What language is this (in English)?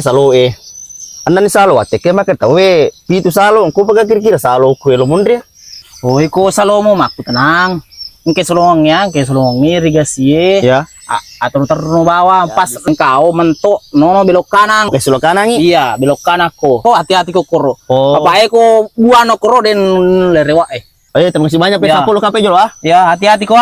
Buginese